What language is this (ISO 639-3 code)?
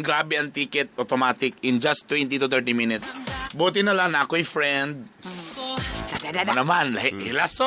ceb